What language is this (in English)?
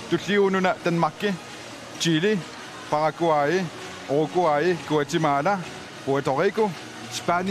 Kalaallisut